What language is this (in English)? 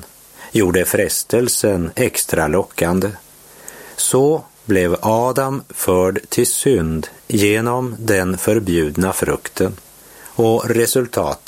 Swedish